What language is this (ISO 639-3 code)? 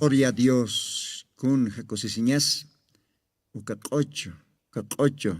aym